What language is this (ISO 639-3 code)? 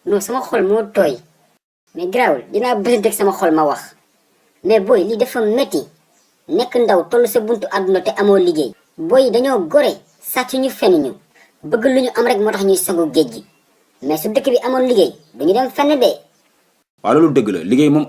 wol